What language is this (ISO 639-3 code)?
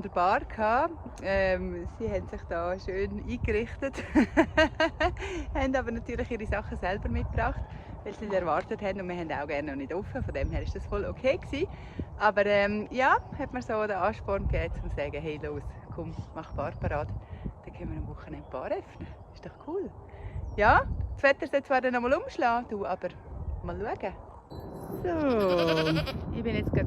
gsw